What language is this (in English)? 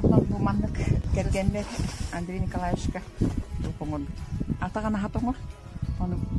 Yakut